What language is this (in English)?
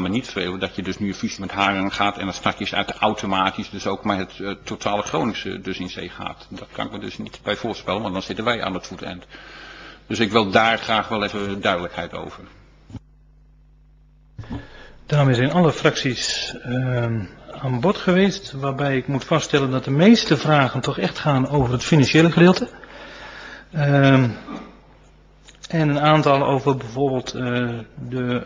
Dutch